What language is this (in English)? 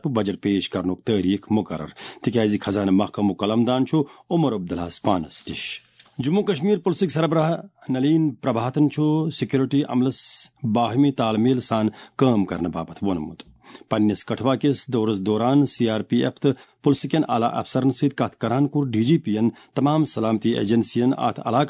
Kashmiri